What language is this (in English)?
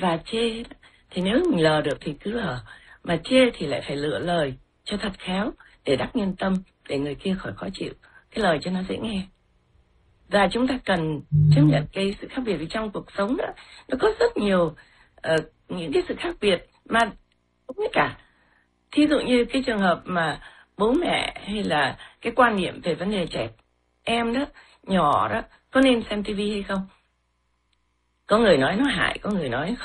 Vietnamese